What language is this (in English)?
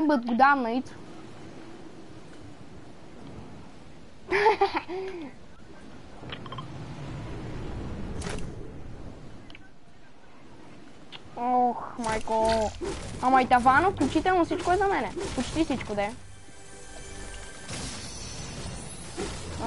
Bulgarian